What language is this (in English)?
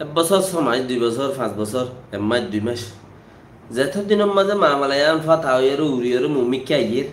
Rohingya